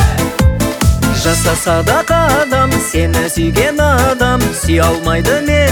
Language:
Kazakh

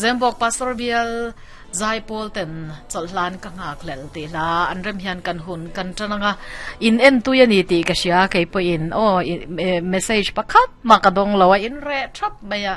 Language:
Mizo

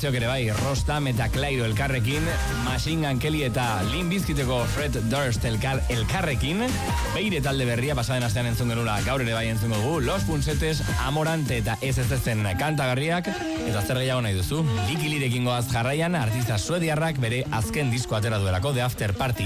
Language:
Basque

